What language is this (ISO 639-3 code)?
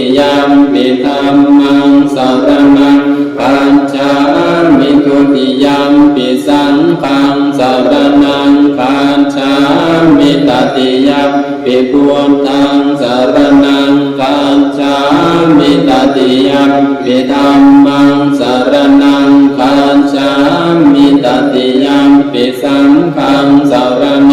pli